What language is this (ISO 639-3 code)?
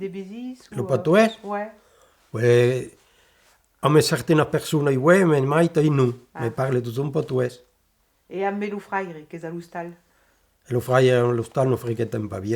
oci